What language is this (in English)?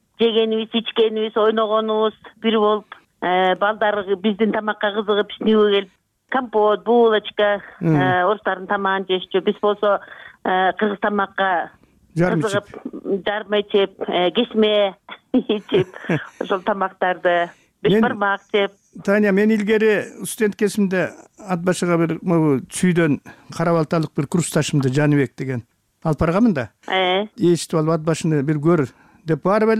Kyrgyz